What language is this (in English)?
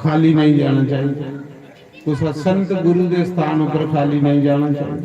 Dogri